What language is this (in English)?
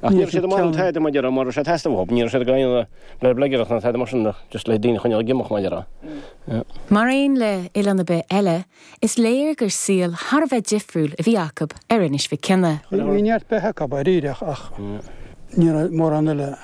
Irish